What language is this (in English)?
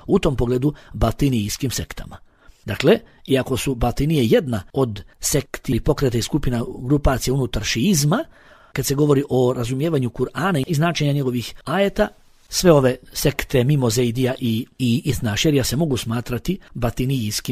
Bosnian